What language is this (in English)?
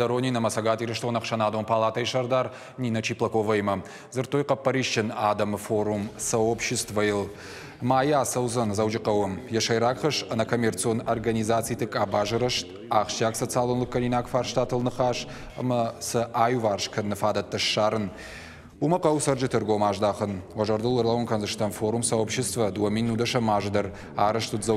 Ossetic